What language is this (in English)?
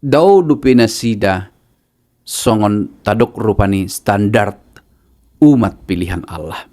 Batak Toba